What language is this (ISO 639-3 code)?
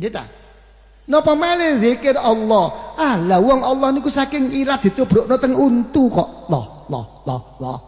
jav